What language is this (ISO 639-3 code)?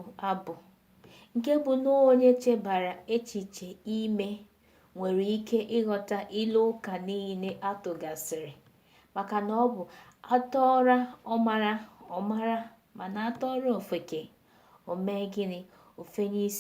ibo